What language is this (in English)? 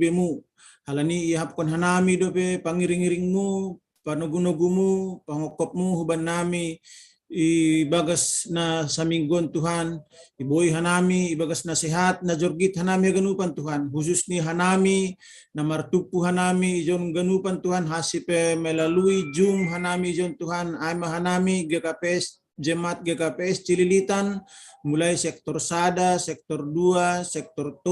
Batak Simalungun